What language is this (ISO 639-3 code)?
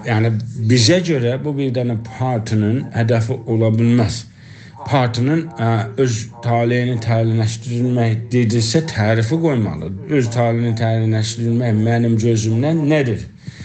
azb